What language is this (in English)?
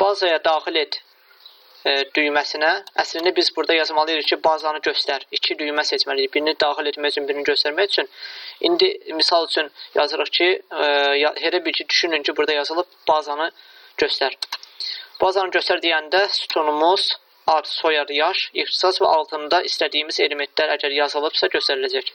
Azerbaijani